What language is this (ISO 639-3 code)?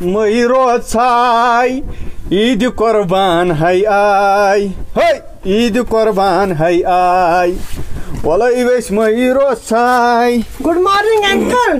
kas